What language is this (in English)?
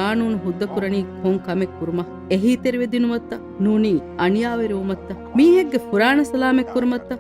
Divehi